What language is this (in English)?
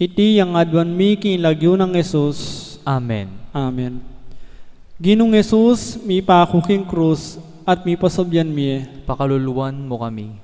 Pampanga